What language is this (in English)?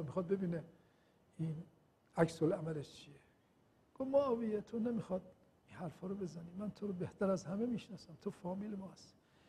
Persian